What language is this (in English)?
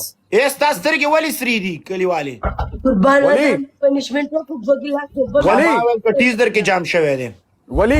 Pashto